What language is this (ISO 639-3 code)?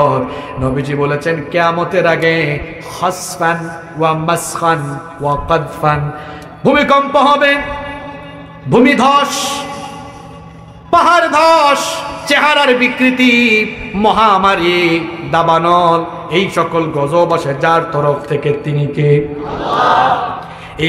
ben